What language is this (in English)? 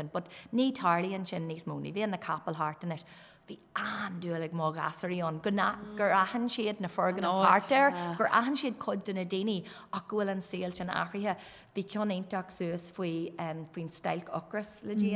Irish